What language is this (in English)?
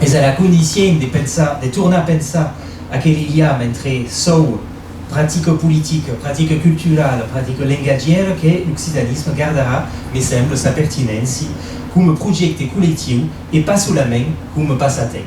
Occitan